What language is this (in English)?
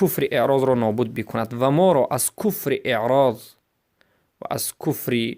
Persian